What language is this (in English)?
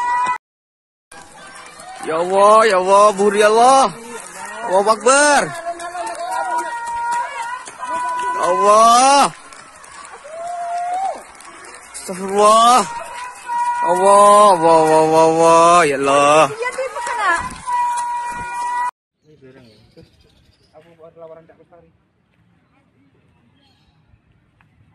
Malay